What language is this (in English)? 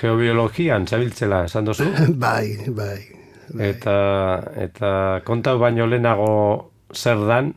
Basque